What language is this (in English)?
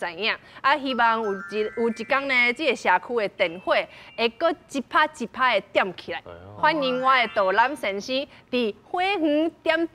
Min Nan Chinese